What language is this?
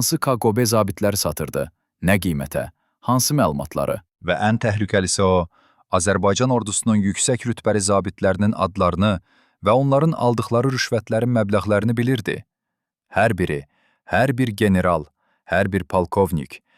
Azerbaijani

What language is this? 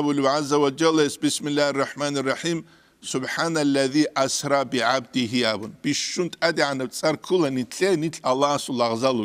Avaric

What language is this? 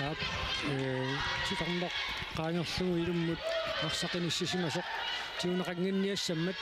Kalaallisut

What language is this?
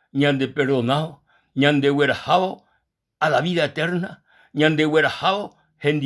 Guarani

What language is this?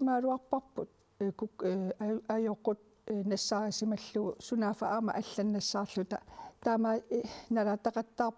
Kalaallisut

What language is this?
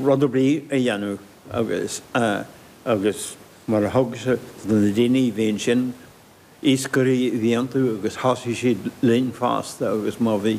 Irish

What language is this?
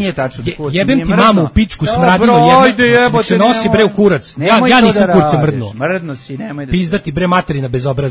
Serbian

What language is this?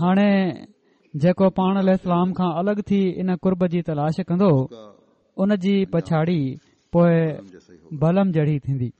Sindhi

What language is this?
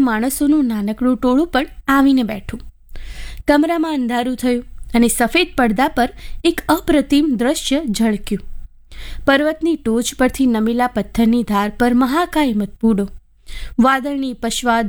Gujarati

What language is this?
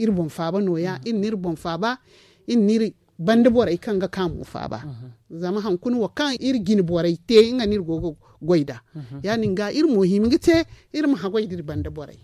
Zarma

